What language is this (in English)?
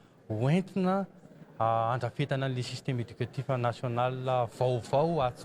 Malagasy